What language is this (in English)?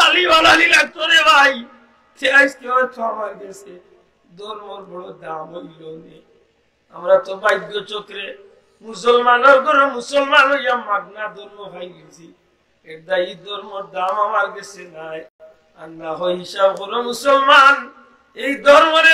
Sylheti